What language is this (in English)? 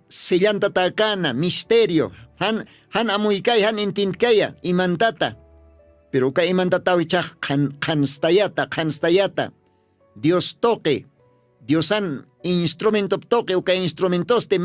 Aymara